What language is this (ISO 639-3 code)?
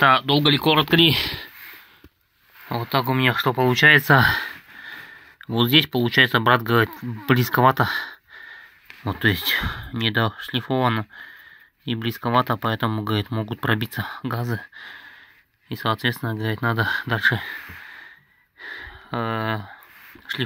rus